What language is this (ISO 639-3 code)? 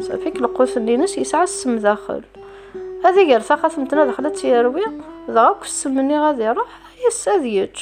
kab